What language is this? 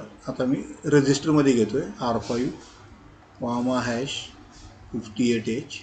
Marathi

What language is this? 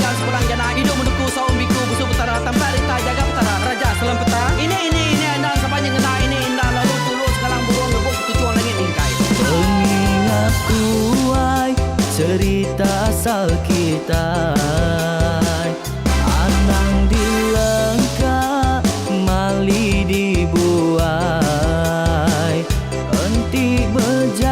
Iban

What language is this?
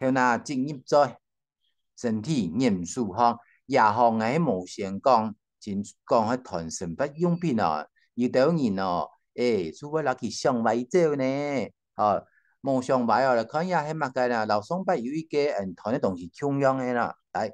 Hakka Chinese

